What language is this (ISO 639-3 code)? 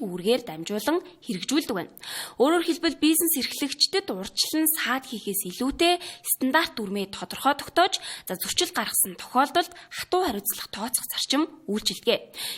mon